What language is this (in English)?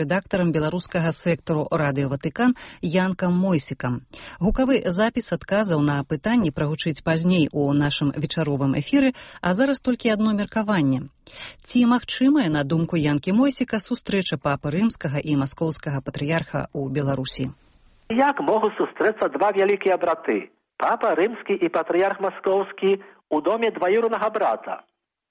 Belarusian